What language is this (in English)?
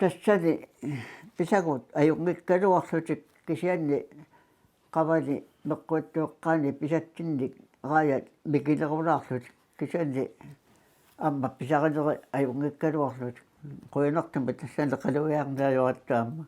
Kalaallisut